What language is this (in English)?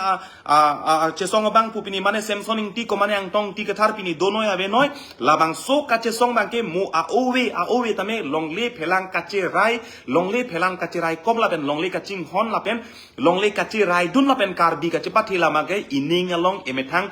Karbi